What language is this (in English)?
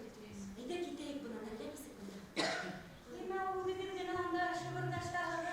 Bashkir